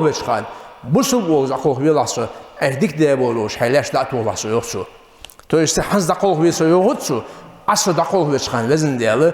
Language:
Ingush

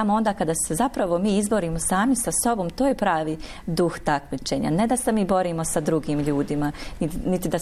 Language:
Bosnian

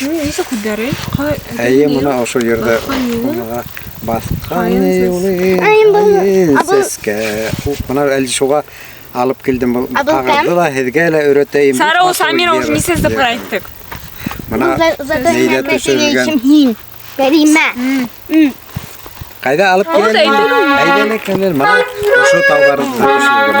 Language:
Bashkir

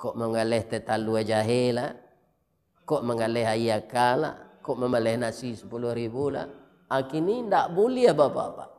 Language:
Minangkabau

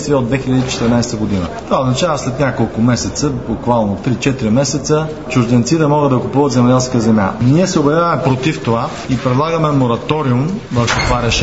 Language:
Bulgarian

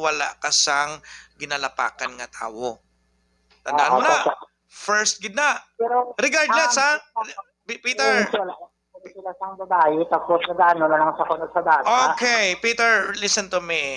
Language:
Hiligaynon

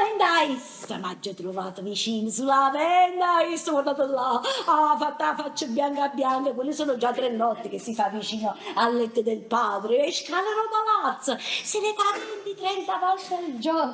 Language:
Neapolitan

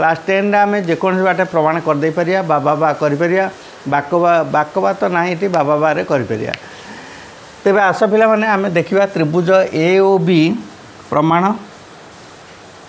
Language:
Odia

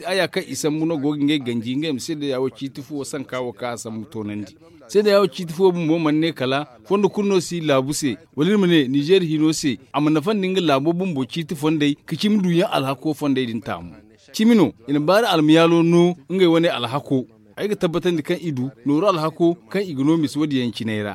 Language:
Zarma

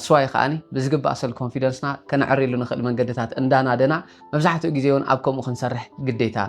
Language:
Tigrinya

